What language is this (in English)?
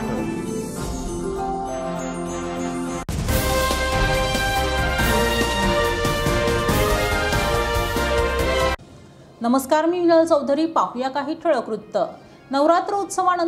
Marathi